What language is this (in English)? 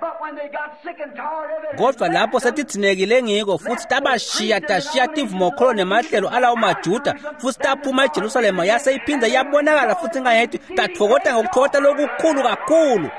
Swati